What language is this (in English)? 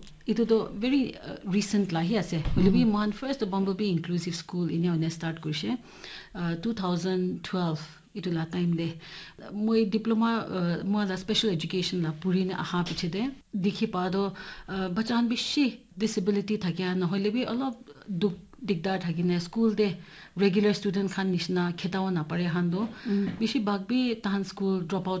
Naga Pidgin